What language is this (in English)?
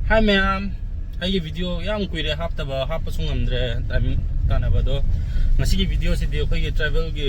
Manipuri